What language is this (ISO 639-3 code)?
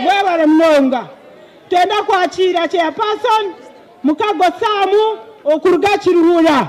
nyn